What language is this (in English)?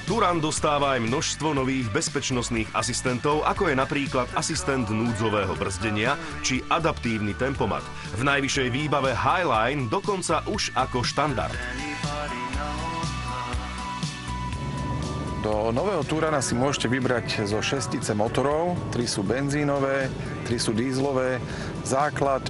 Slovak